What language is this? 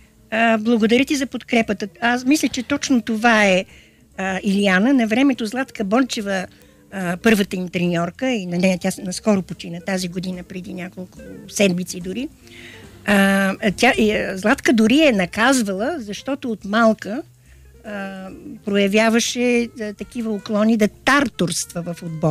Bulgarian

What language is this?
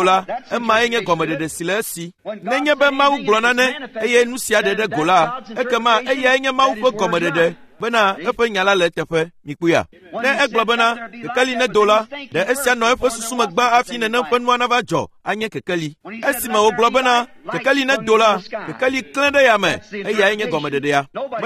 Ewe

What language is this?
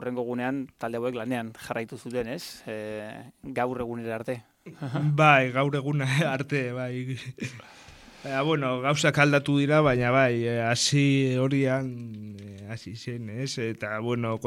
Basque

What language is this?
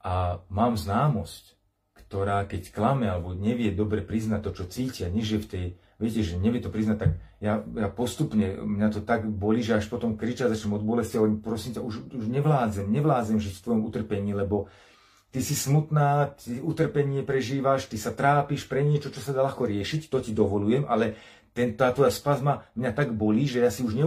Slovak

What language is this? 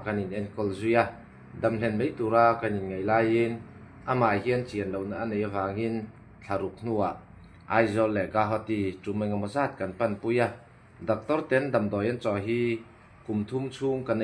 Mizo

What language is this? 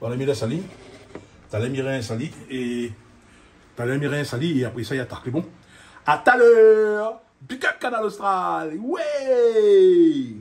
Réunion Creole French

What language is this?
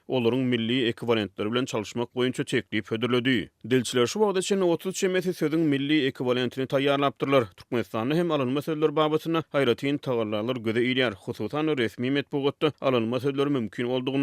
Turkmen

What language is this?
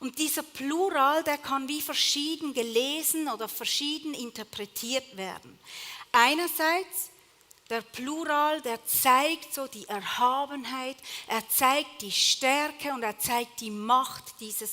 Swiss German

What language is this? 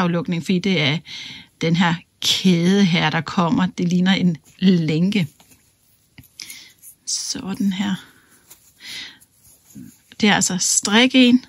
Danish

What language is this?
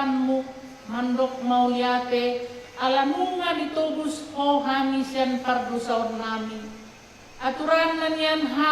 Batak Toba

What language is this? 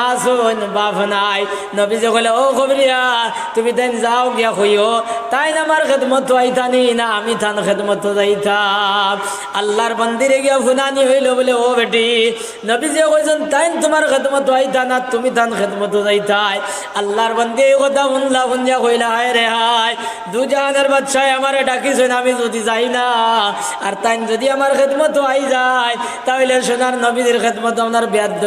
Sylheti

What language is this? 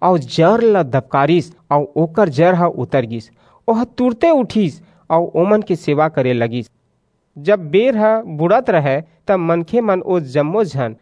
Chhattisgarhi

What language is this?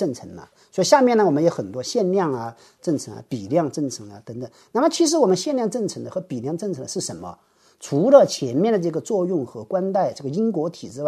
Chinese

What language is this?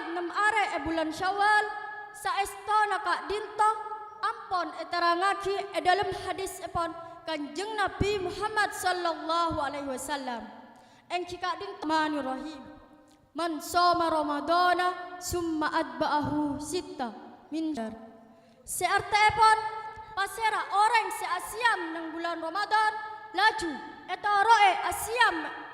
Madurese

